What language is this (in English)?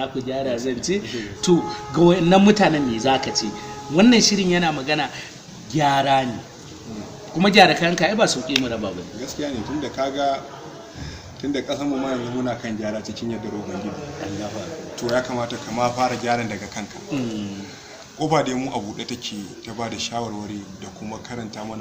Hausa